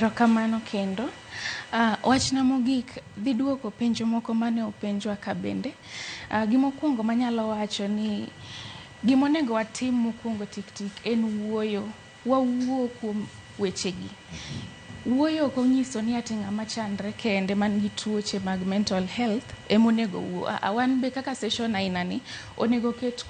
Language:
Luo (Kenya and Tanzania)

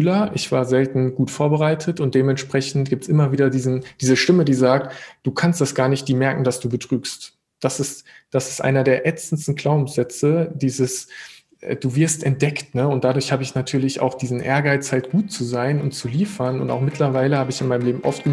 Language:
German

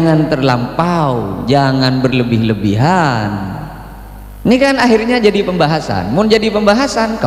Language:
Madurese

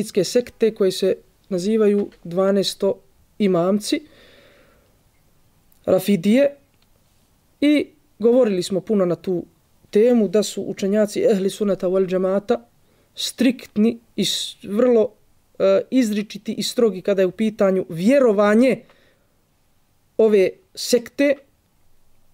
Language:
Bosnian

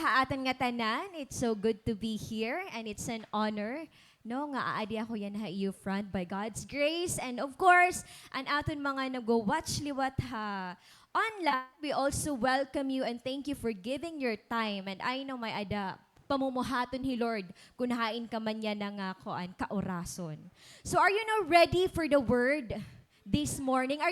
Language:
Waray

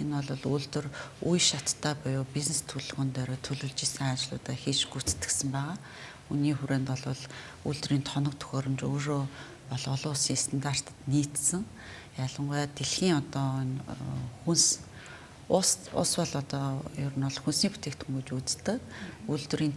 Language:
Mongolian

